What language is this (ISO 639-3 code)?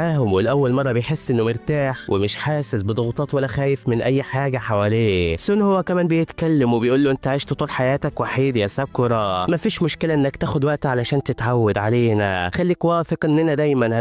arz